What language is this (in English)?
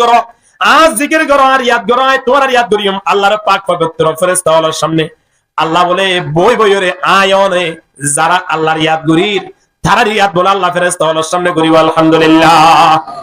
Rohingya